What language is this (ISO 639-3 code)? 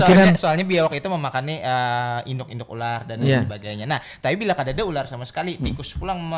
bjn